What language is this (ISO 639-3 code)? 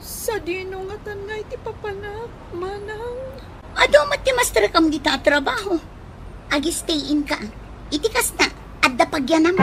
ilo